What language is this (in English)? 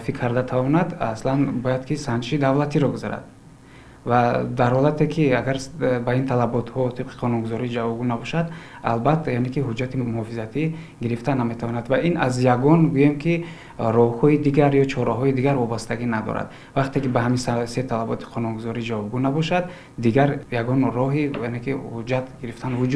Tajik